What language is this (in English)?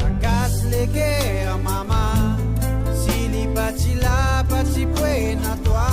Morisyen